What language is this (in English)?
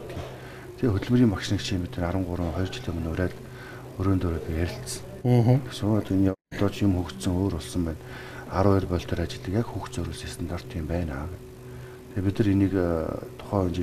Mongolian